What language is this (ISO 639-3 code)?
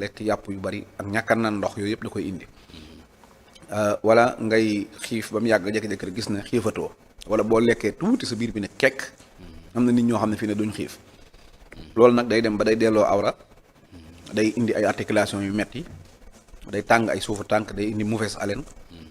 wol